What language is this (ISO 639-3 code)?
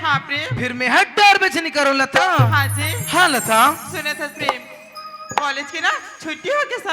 hne